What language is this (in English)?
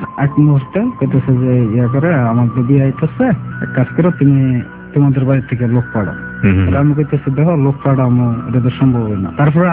Bangla